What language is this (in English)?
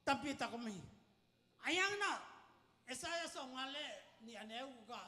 Tedim Chin